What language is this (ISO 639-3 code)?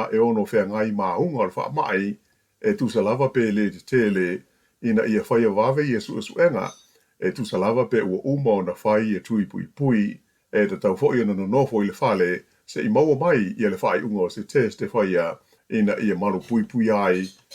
smo